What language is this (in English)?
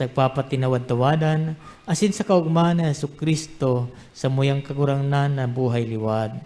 Bikol